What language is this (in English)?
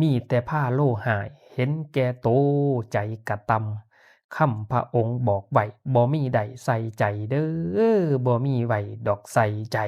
Northeastern Thai